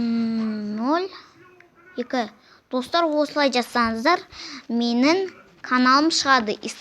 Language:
Kazakh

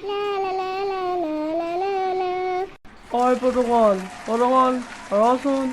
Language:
Assamese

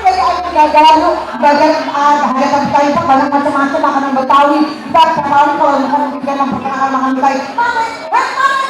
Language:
Betawi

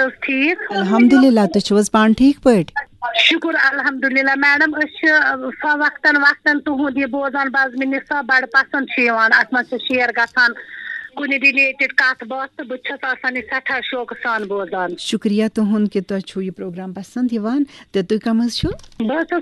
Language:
Kashmiri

